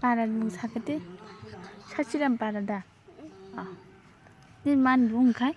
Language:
Kok Borok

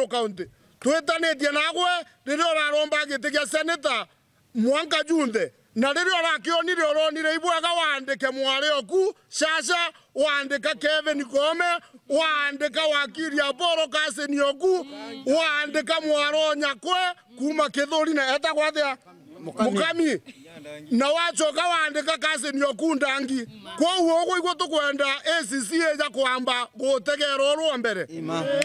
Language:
Meru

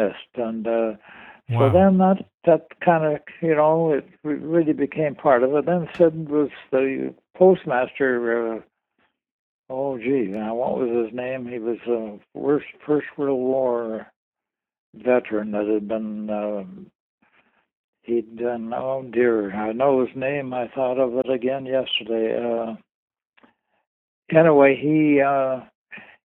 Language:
English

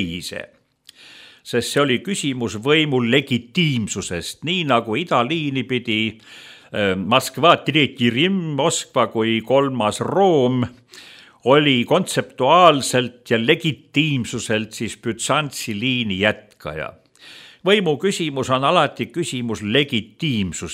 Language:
Estonian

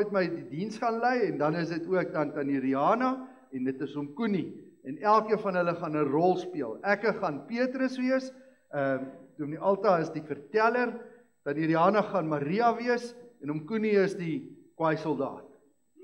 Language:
Afrikaans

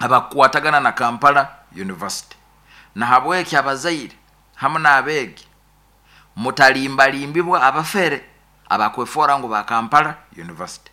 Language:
Nyoro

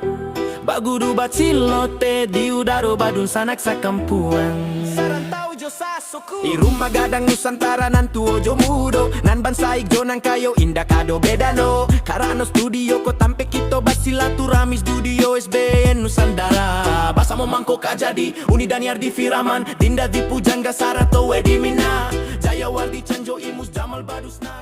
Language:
Minangkabau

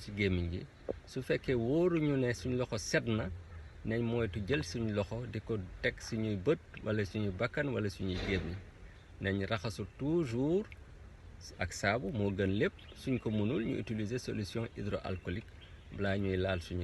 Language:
Wolof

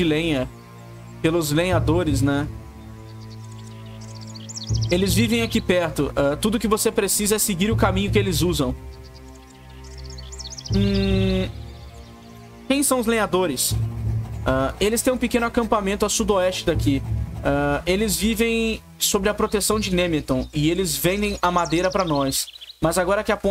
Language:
Portuguese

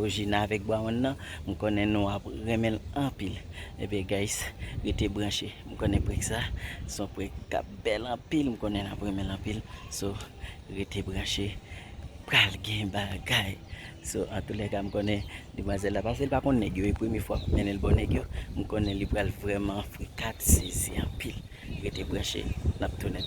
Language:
Haitian Creole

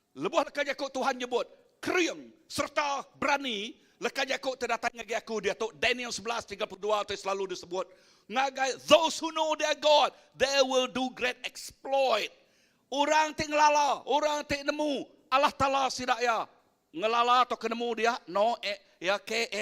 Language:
Iban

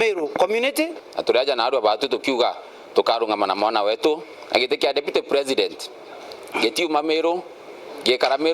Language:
Meru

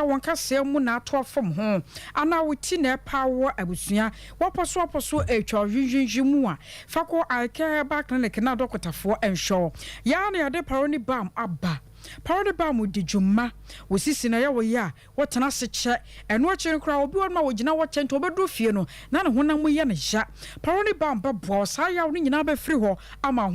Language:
Akan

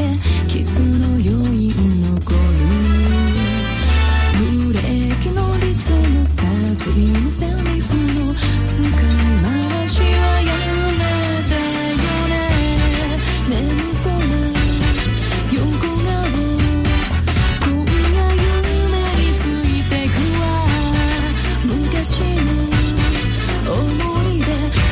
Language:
Japanese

